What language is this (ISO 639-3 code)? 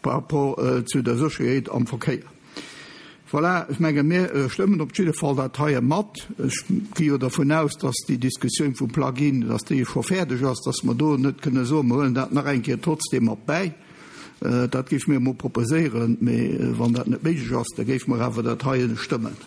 ltz